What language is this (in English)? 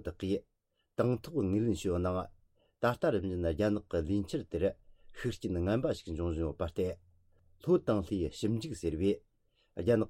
Tibetan